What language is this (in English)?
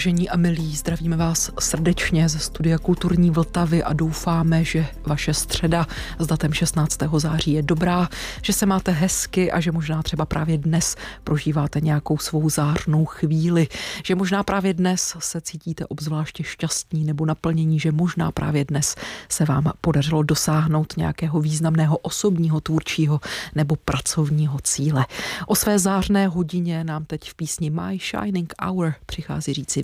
Czech